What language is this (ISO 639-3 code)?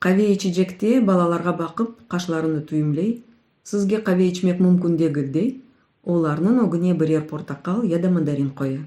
crh